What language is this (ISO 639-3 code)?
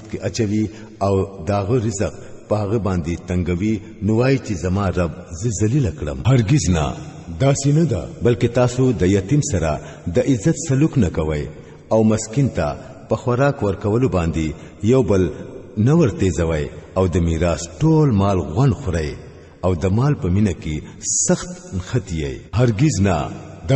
pus